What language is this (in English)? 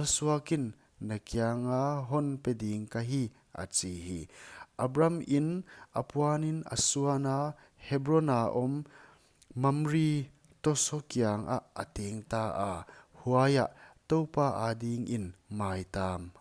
Paite Chin